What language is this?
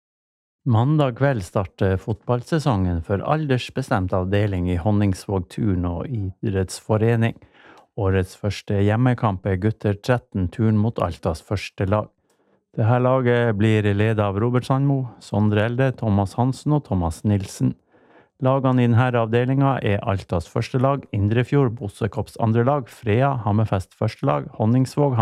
Norwegian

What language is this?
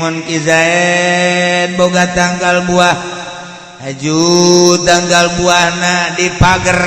Sundanese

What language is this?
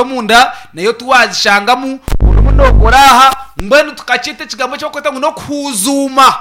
Nyankole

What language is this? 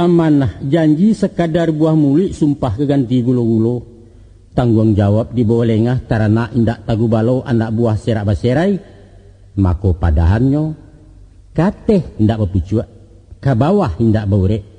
Minangkabau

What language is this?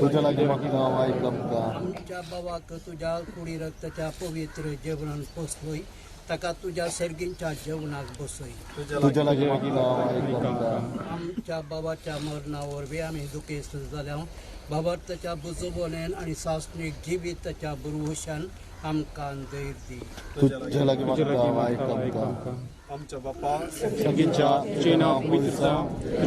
Konkani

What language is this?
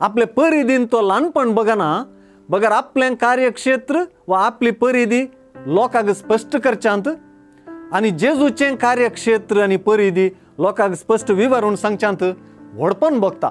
Konkani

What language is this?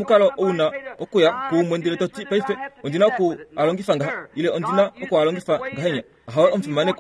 Kuanyama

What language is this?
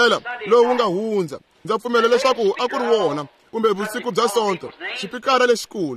Tsonga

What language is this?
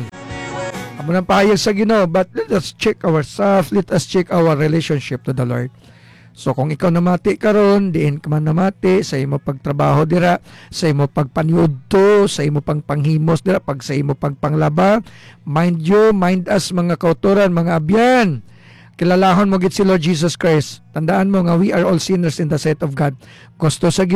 Hiligaynon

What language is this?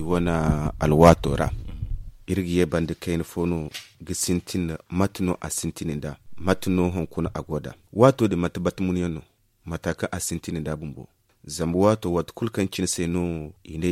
Zarma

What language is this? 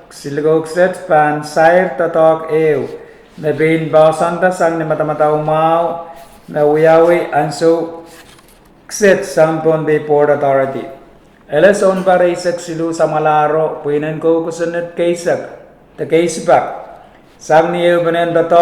Pohnpeian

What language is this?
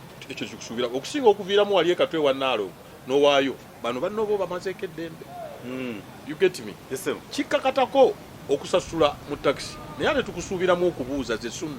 Ganda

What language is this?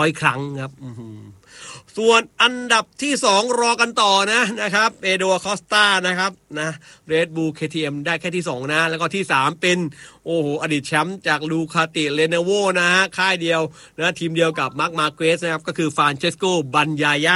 Thai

